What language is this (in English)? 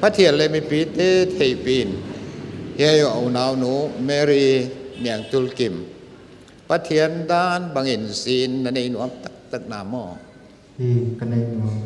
Paite Chin